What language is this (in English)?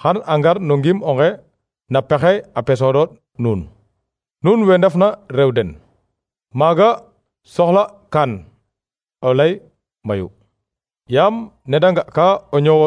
Serer